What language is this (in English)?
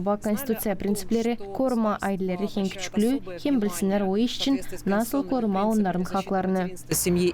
Gagauz